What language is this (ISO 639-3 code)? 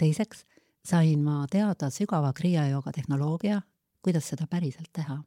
est